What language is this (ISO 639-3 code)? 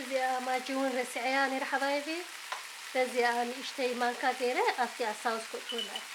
tir